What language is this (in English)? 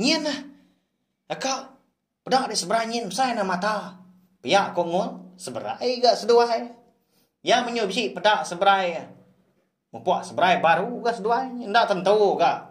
Iban